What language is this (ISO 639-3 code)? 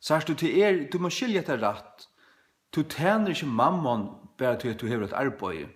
fao